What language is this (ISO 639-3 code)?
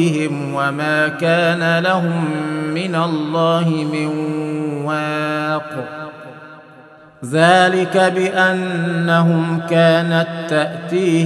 ara